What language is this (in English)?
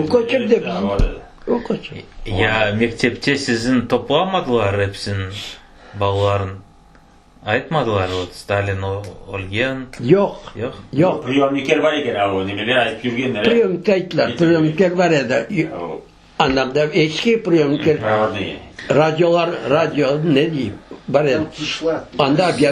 Crimean Tatar